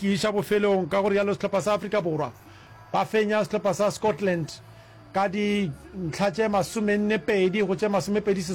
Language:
Northern Sotho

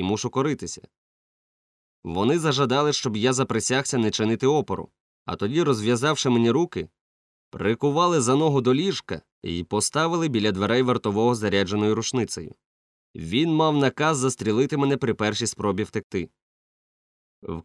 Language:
Ukrainian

